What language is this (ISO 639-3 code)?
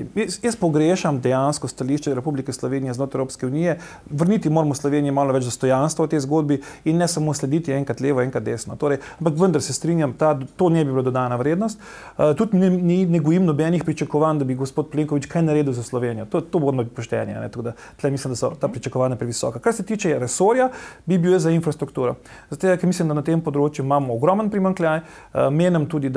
slv